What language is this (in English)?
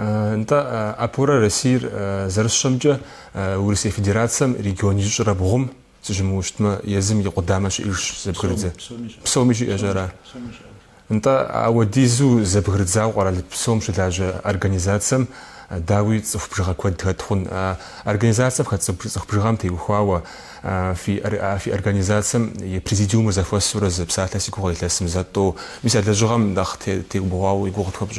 Kabardian